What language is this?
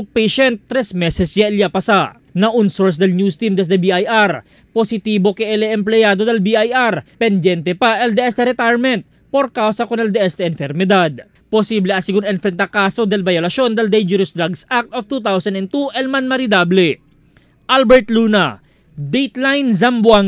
Chavacano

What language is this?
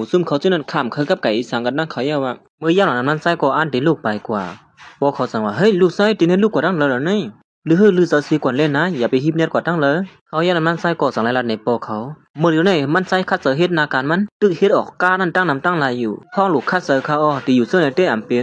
Shan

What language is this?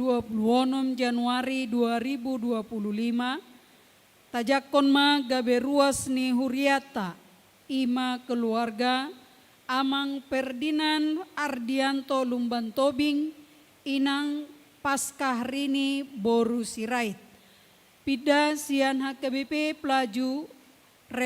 Batak Toba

